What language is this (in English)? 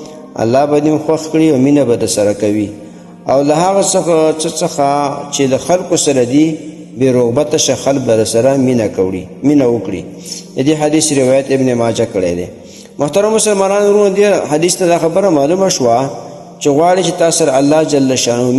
Pashto